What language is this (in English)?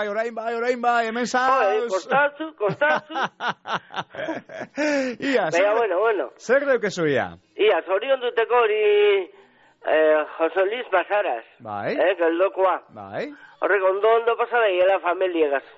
Basque